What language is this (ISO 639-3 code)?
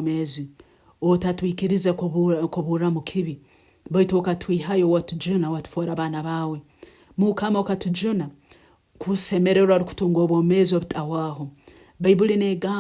nyn